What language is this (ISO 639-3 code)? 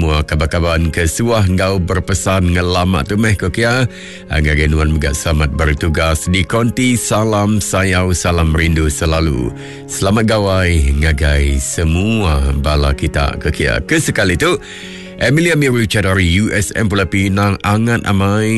iba